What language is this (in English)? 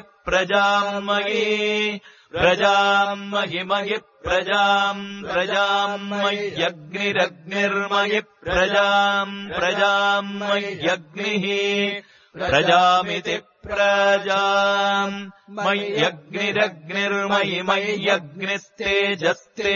Sanskrit